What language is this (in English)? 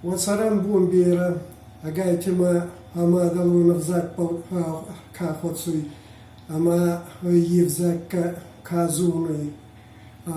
Ossetic